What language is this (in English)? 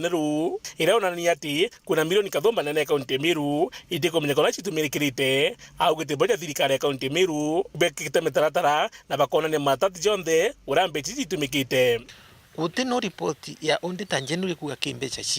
Meru